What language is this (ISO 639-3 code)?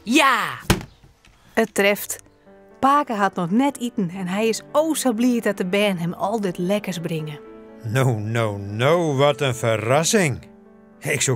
fry